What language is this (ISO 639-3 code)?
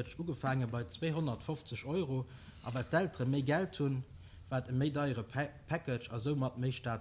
ltz